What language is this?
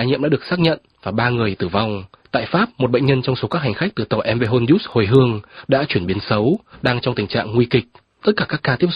Vietnamese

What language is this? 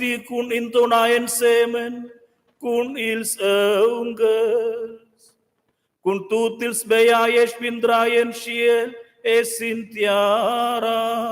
Romansh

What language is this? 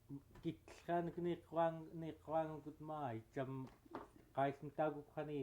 Central Yupik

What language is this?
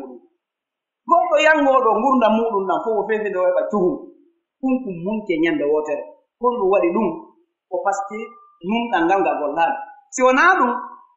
Pular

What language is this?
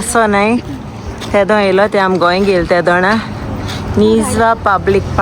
Konkani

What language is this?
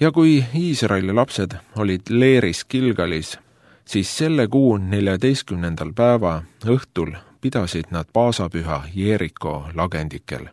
Estonian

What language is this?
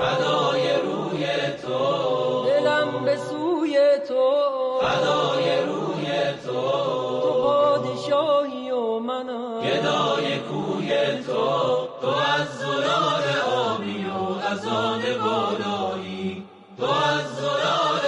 Persian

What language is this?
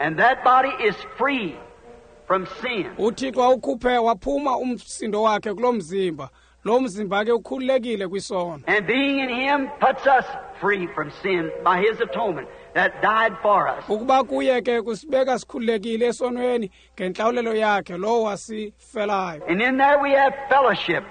Xhosa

